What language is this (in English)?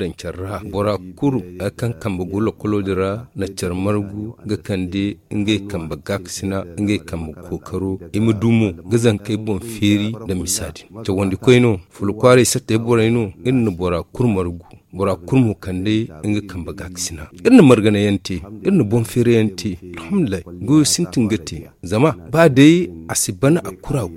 Zarma